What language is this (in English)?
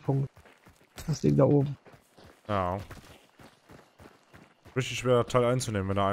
German